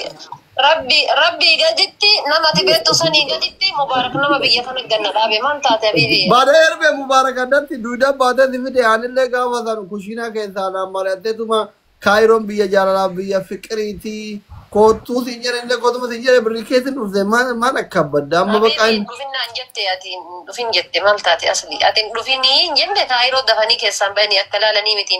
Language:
Oromo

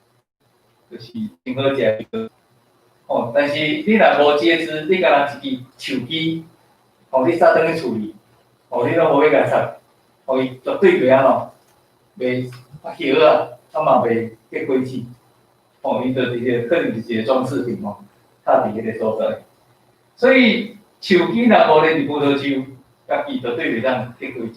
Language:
Min Nan Chinese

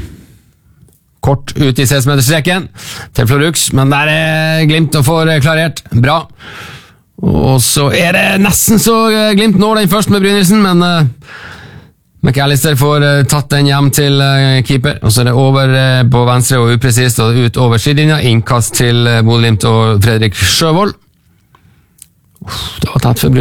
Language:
Norwegian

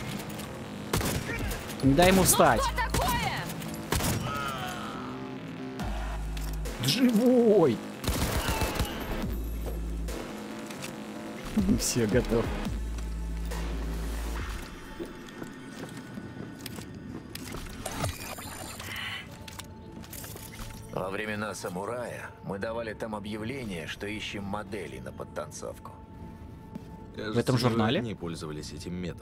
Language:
Russian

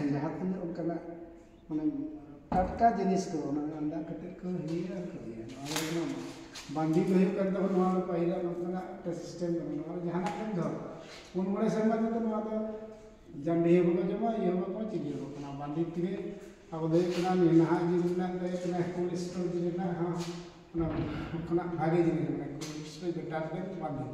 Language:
Santali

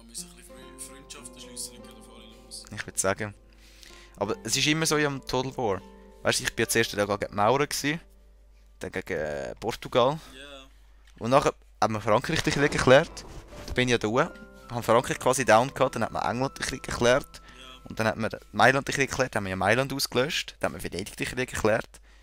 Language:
Swiss German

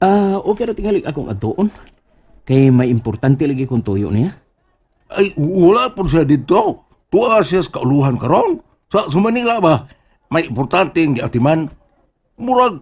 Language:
Cebuano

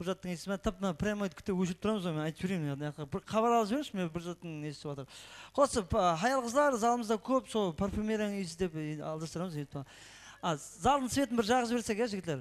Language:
Kara-Kalpak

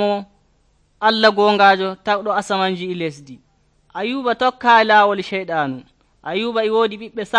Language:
Nigerian Fulfulde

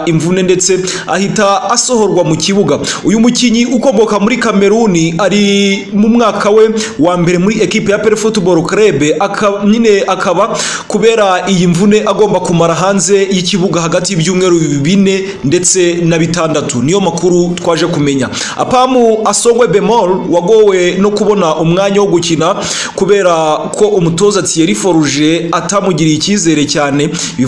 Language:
Kinyarwanda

